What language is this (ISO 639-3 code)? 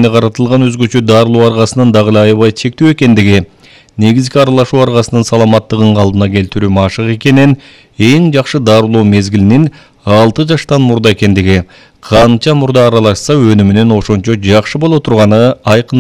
kir